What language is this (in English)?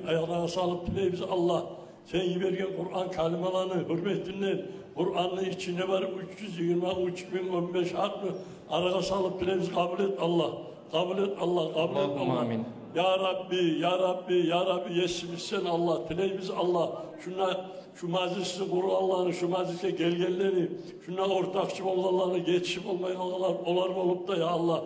Kumyk